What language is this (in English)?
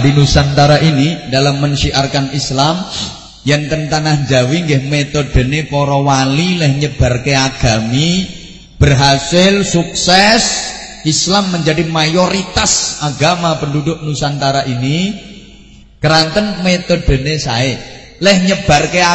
Javanese